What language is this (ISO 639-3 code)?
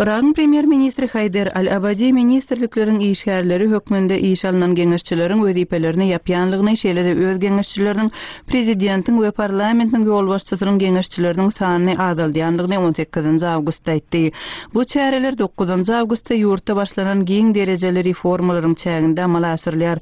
tuk